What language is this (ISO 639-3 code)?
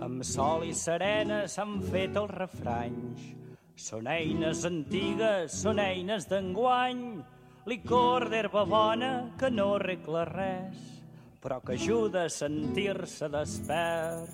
cat